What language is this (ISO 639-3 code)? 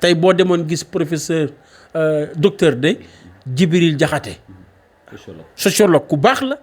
wol